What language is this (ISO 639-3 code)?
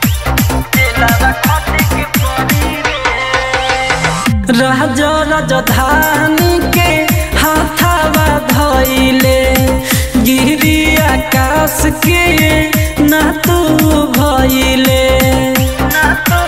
bho